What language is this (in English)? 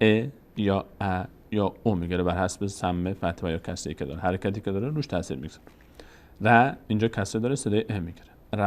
Persian